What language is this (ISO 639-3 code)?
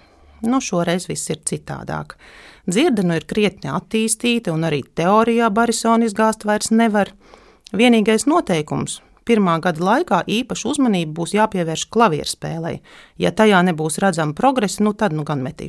lav